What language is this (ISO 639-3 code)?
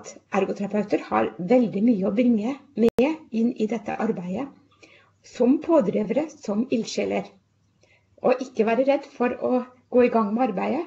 nor